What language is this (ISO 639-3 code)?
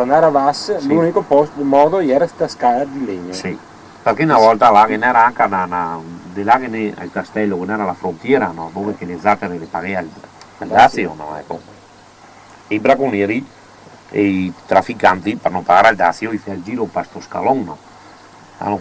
vec